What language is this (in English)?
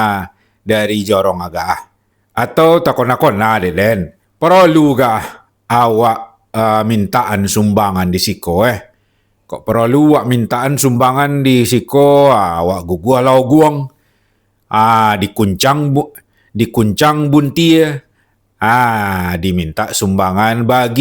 Minangkabau